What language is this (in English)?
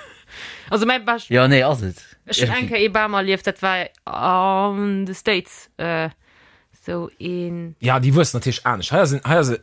Luxembourgish